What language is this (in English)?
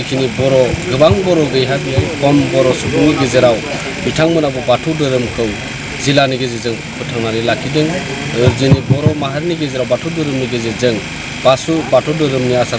Bodo